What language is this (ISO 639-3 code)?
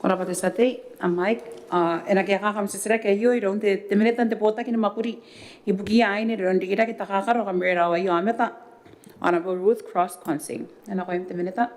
gil